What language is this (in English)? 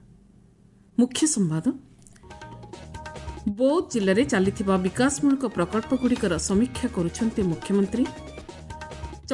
Odia